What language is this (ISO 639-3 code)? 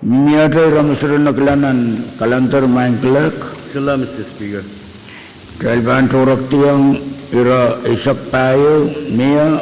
pon